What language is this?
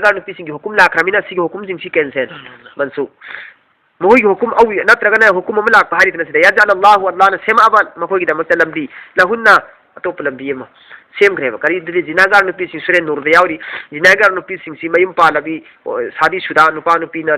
Manipuri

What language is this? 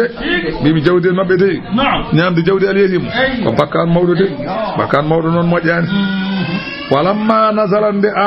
Fula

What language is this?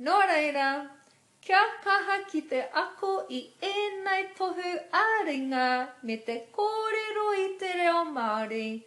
Māori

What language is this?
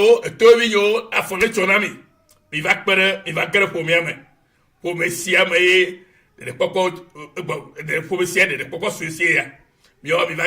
Ewe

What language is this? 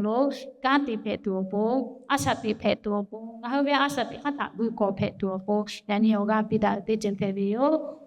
Lahu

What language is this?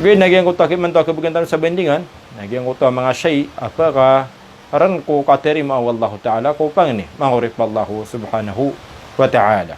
Maranao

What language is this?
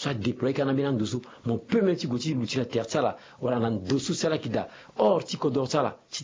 Sango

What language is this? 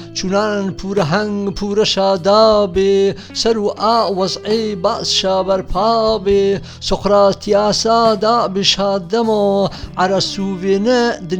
Gurani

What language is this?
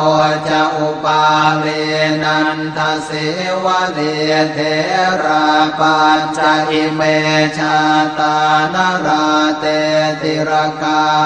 Pali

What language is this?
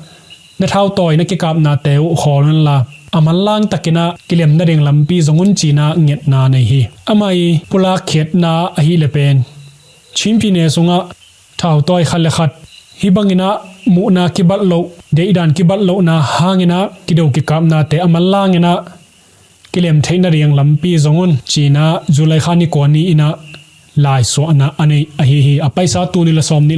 Tedim Chin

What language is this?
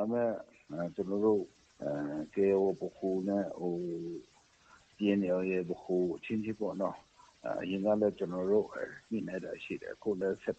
Burmese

